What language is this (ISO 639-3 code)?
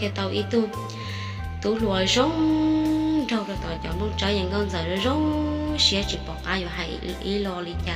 hmn